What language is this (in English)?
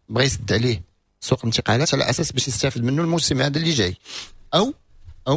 Moroccan Arabic